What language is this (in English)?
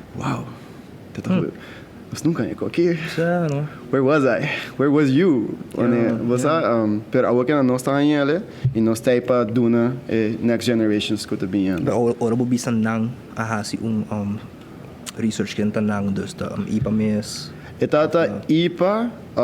Papiamento